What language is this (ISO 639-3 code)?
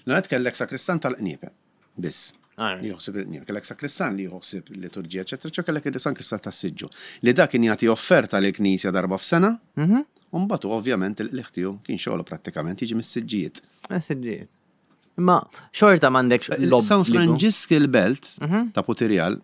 mlt